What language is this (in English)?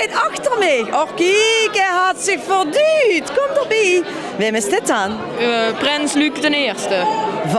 Limburgish